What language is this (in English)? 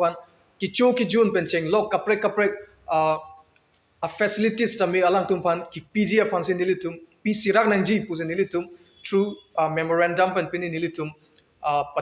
Karbi